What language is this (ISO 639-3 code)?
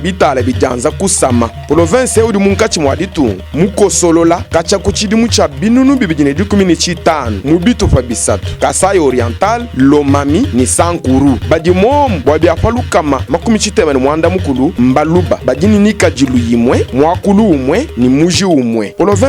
lua